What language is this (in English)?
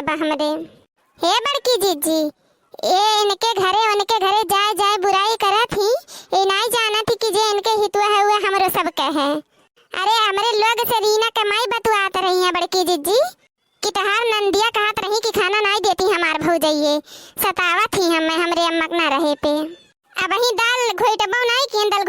Awadhi